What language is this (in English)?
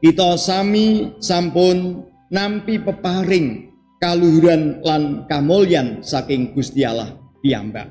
Javanese